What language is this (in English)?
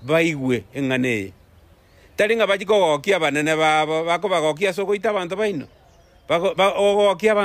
Gusii